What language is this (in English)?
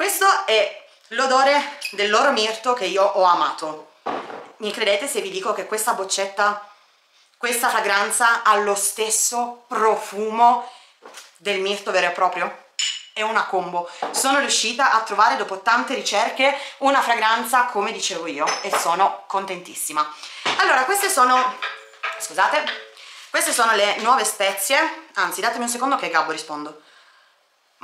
Italian